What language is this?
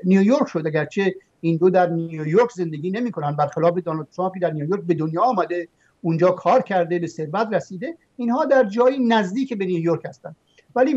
Persian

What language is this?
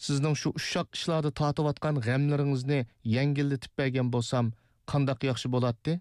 Uyghur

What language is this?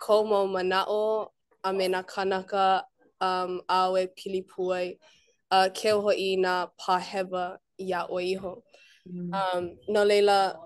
Hawaiian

